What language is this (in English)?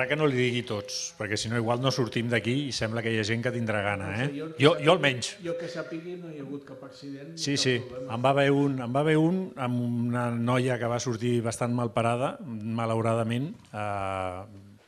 Catalan